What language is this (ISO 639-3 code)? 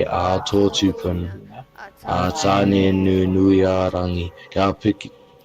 mri